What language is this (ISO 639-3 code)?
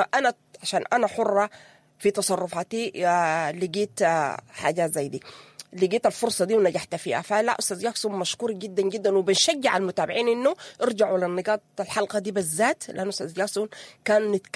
apd